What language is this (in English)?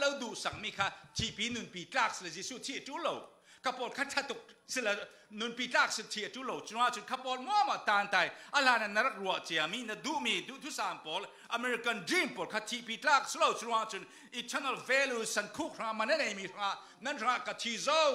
Falam Chin